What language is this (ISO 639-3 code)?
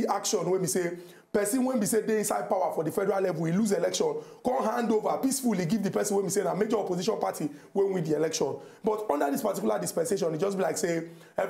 pcm